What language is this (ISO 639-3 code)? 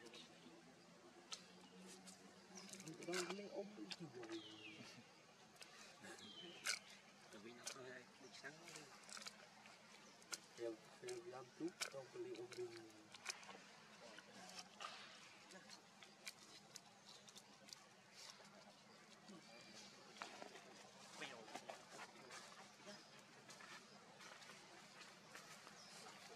vie